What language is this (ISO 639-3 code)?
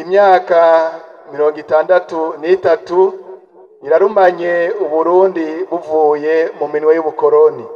run